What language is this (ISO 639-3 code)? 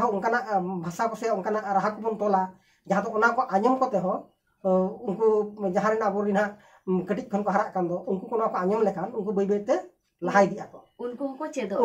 sat